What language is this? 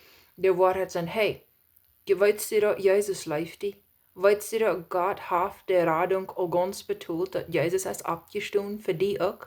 Plautdietsch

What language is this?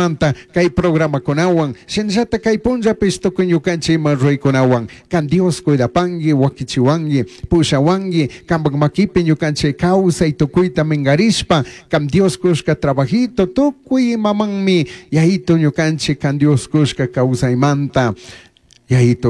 Chimborazo Highland Quichua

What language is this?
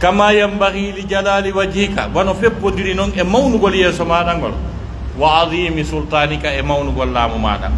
Pular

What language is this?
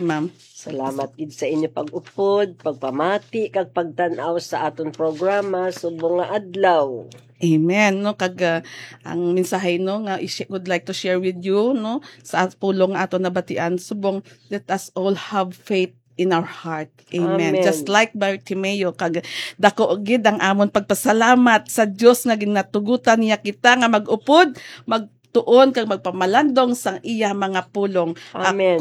Hiligaynon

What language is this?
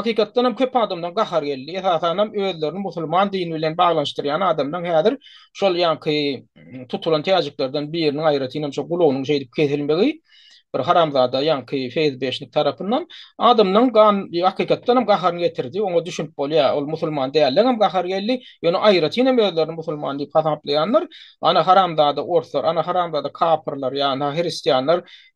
Turkmen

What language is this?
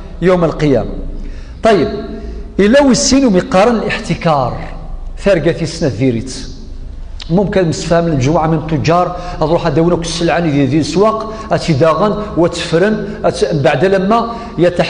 Kabyle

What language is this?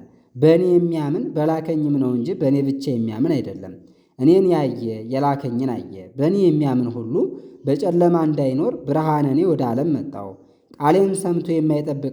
Amharic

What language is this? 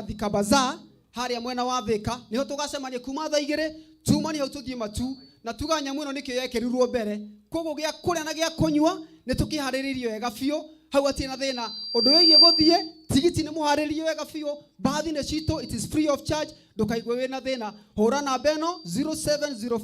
Kikuyu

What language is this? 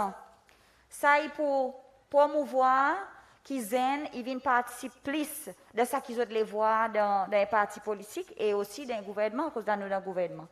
Seselwa Creole French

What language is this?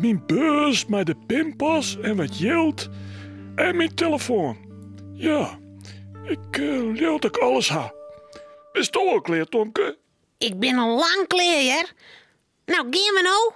Western Frisian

